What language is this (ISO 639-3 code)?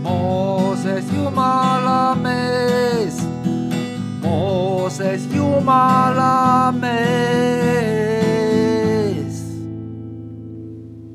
est